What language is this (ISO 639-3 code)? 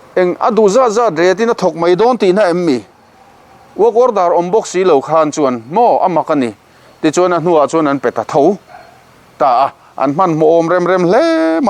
lus